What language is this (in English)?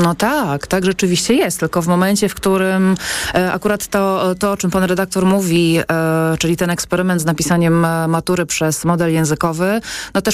Polish